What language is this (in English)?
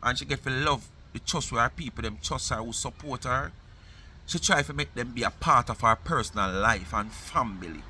Jamaican Creole English